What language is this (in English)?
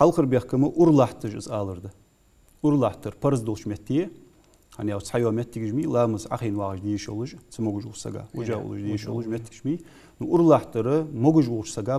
Ingush